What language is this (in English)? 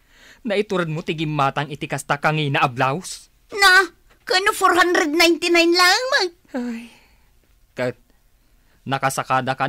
Iloko